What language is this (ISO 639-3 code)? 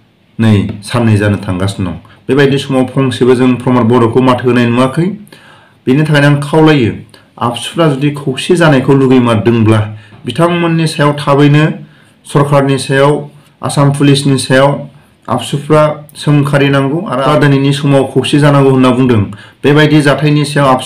brx